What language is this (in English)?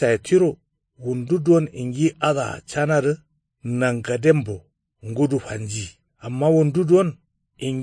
Kanuri